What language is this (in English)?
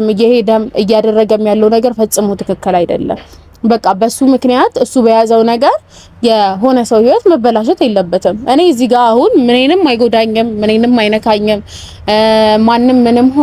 Amharic